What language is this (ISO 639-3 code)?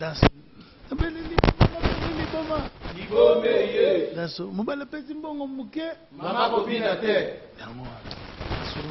lin